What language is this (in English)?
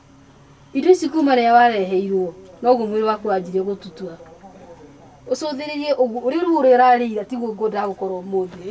Kikuyu